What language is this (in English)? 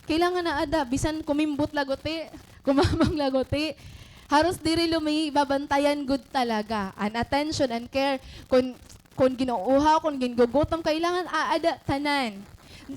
Waray